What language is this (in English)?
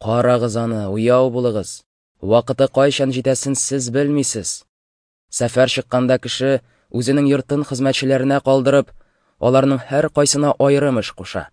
Tatar